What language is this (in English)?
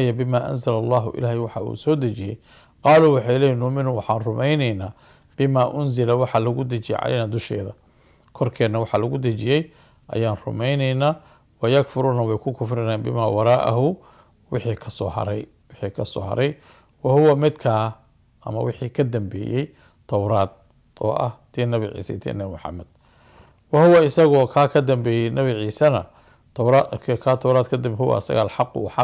Somali